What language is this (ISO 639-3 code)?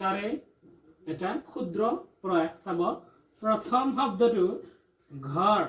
asm